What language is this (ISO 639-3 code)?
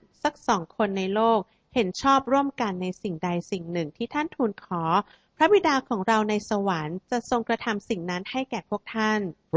tha